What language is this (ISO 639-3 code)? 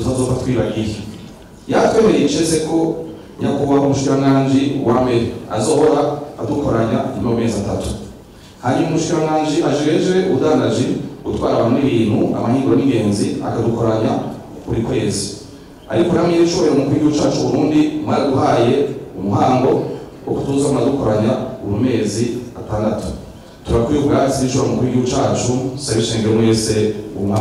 run